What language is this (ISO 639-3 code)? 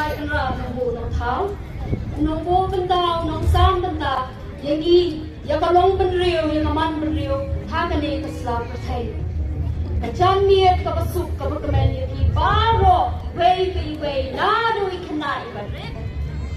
kha